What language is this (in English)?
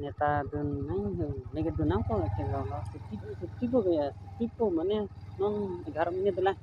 Karbi